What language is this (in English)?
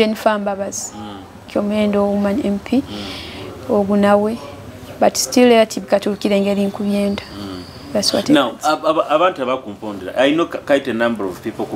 Nyoro